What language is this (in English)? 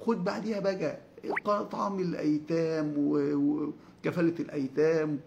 Egyptian Arabic